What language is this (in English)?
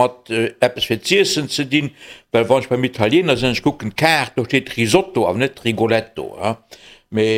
Luxembourgish